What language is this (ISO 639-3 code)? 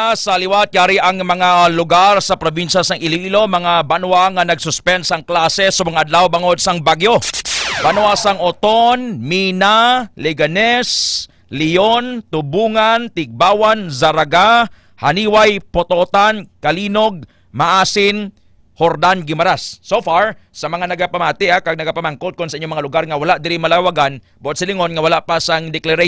hil